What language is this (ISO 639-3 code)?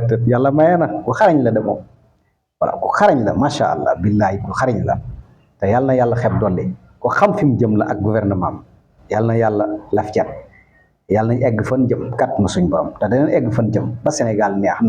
wol